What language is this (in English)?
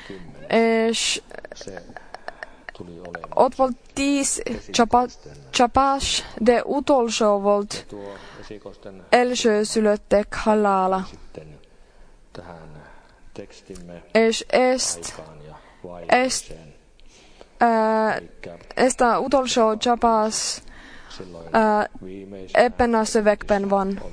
Finnish